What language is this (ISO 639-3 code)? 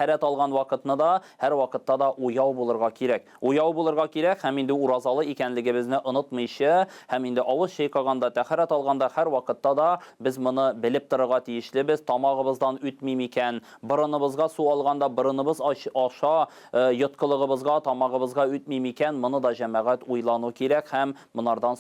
tat